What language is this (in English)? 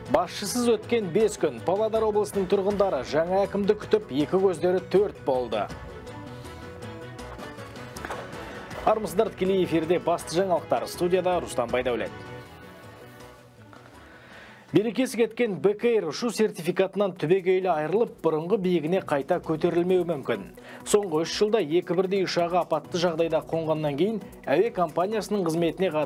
Kazakh